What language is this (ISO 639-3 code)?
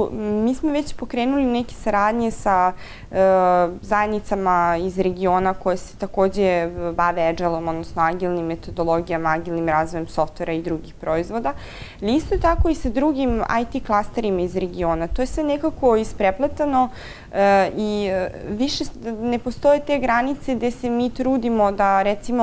srp